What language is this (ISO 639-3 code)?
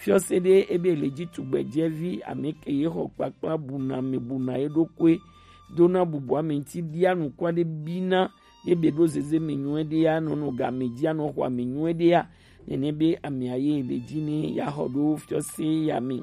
gej